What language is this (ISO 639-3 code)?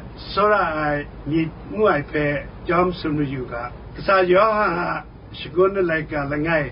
kac